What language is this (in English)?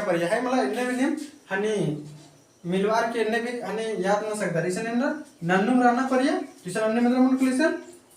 Kurukh